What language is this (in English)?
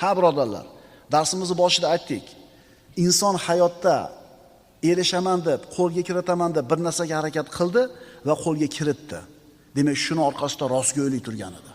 Uzbek